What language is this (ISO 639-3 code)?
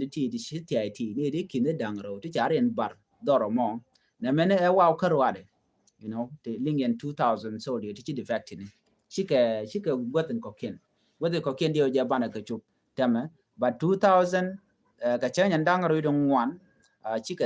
nus